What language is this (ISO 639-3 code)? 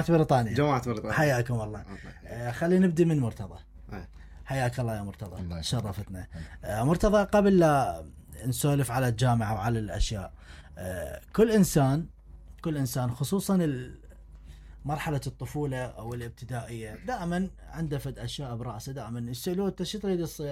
acm